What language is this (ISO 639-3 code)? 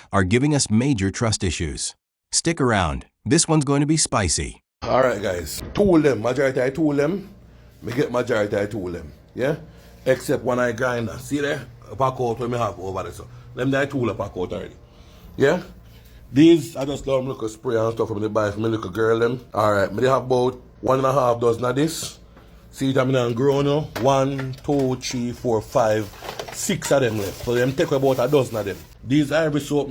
jam